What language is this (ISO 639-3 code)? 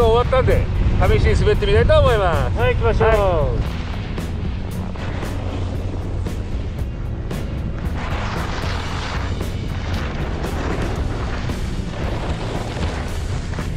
jpn